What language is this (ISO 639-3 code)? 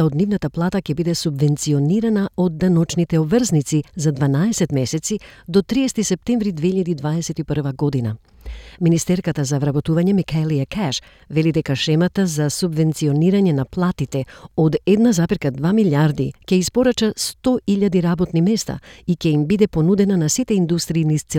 mkd